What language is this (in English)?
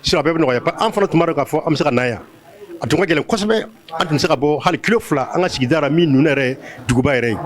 Bambara